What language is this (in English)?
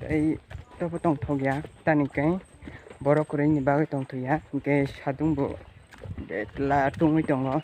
Kok Borok